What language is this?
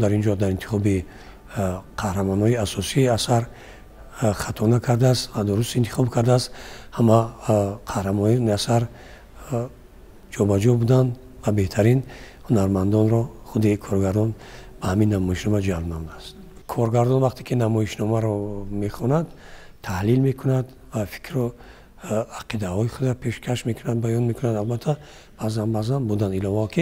Tajik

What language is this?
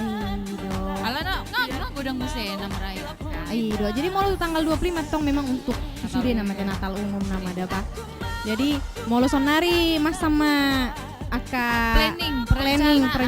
Batak Toba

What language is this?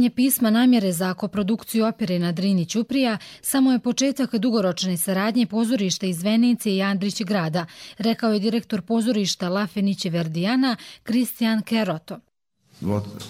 Croatian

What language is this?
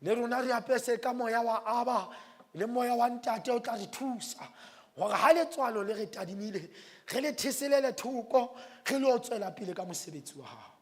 Southern Sotho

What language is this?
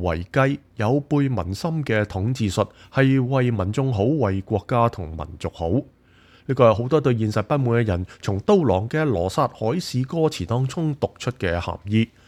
Cantonese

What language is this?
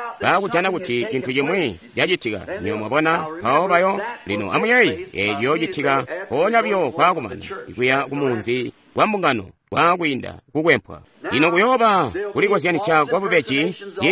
Tonga (Zambia)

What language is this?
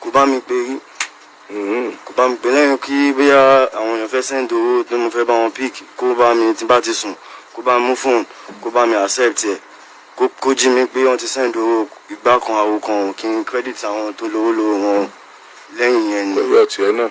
Yoruba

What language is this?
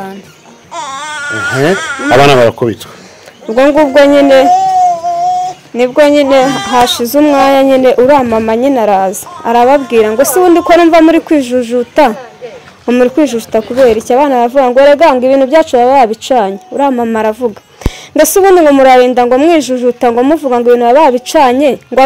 Kinyarwanda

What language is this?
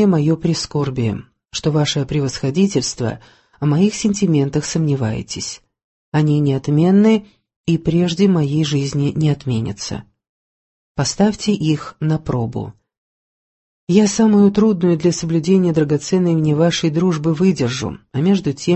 Russian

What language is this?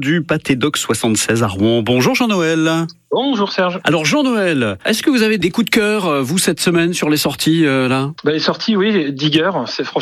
French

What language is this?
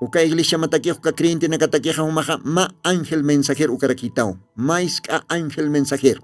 Aymara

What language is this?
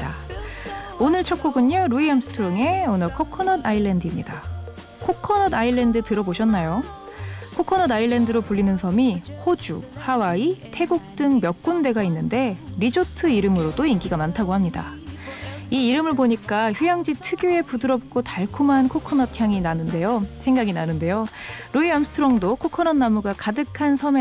Korean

